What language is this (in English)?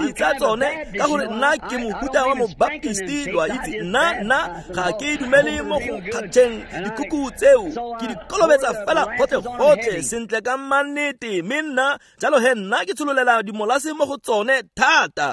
Tswana